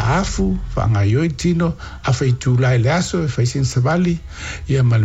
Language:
Samoan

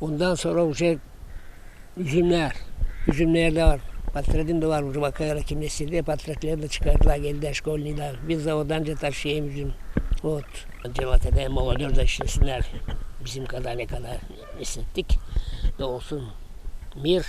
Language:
Gagauz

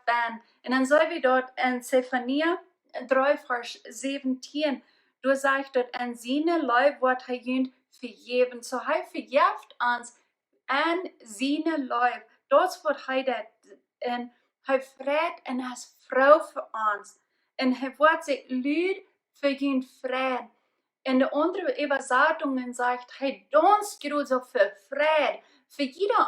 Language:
Plautdietsch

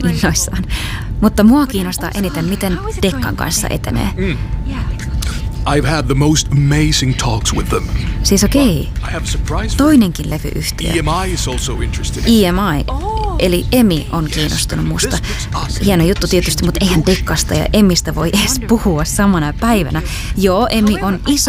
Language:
Finnish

